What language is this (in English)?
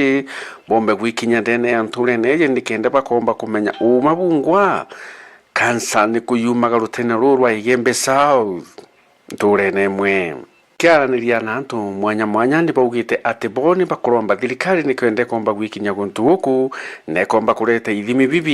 Meru